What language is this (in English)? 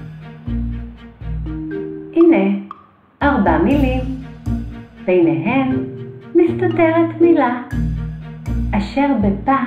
Hebrew